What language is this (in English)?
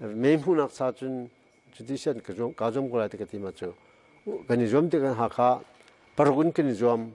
Hakha Chin